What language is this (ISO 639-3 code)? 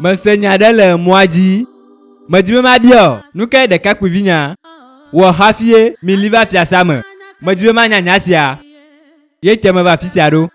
ewe